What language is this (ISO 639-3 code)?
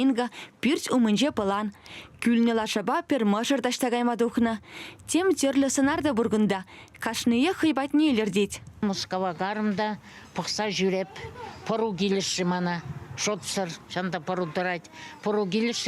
chv